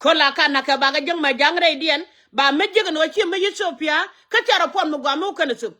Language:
Nuer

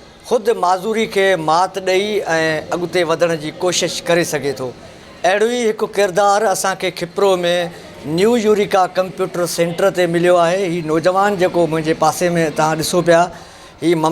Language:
Sindhi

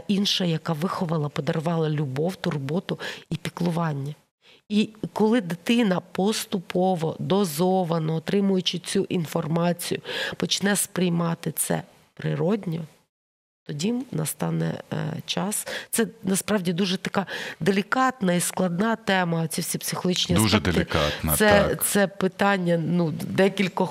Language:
Ukrainian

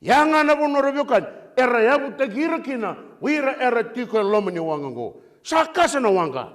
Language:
Fijian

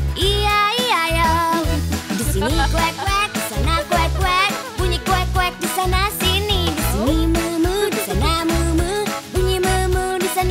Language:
Indonesian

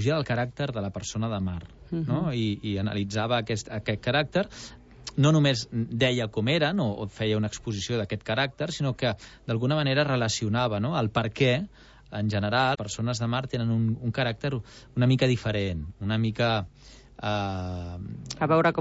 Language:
Catalan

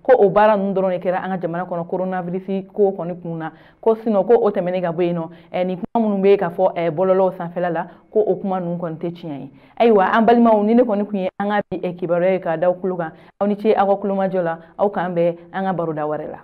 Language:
Bambara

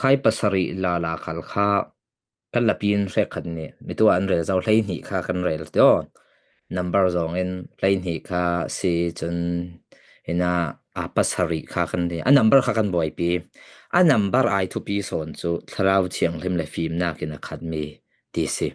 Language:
Falam Chin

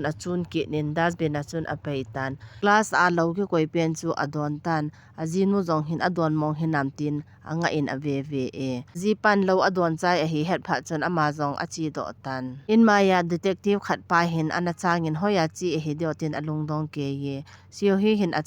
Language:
Thado Chin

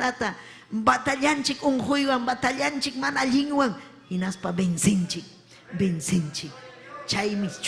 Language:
Ayacucho Quechua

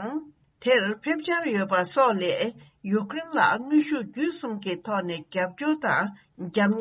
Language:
Tibetan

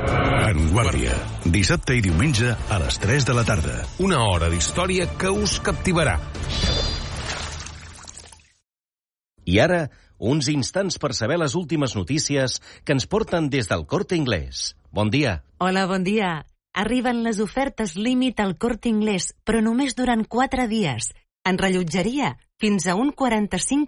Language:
Catalan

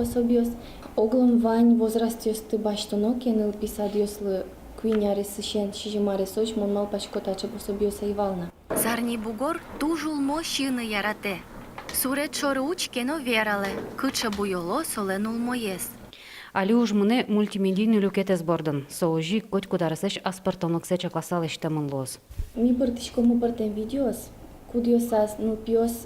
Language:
Udmurt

